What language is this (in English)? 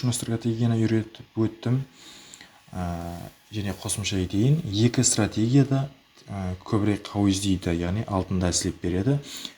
Kara-Kalpak